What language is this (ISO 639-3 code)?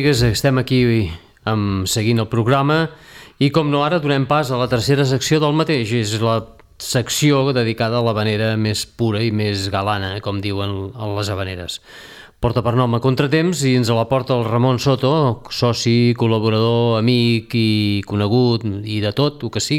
cat